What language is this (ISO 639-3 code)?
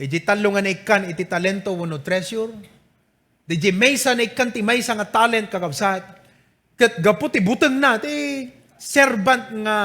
ilo